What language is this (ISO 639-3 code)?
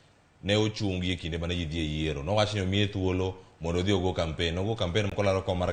luo